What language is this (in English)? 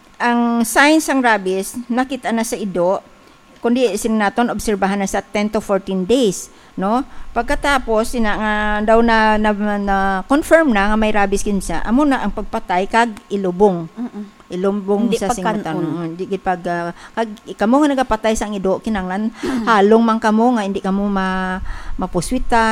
Hiligaynon